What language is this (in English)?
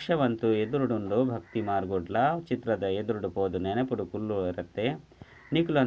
Tulu